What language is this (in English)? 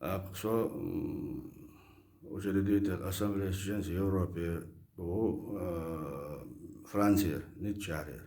Chechen